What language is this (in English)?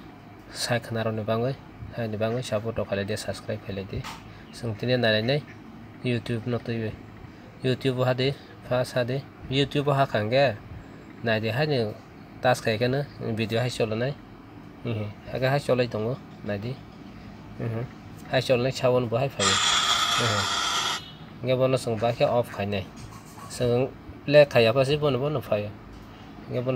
Kok Borok